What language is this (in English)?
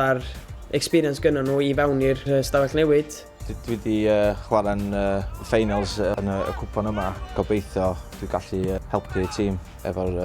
Welsh